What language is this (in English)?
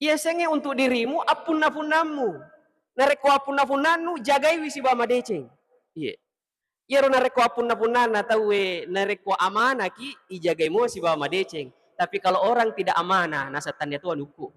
Buginese